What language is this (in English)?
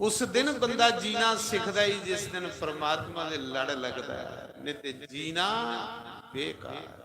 Dogri